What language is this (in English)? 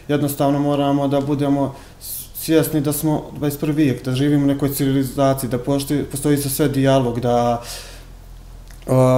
Bosnian